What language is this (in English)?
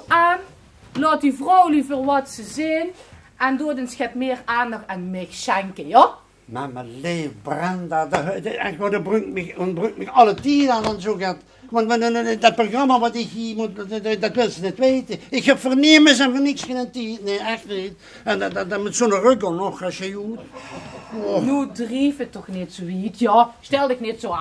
Limburgish